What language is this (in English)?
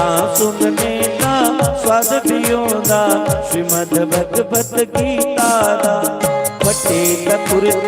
Dogri